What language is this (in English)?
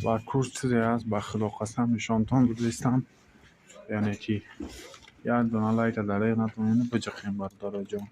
Tajik